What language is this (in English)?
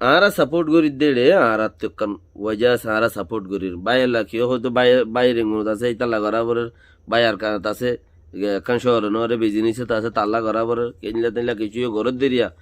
Rohingya